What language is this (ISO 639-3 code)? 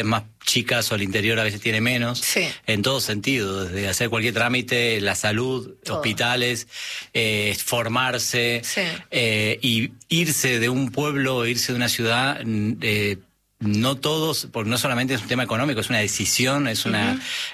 spa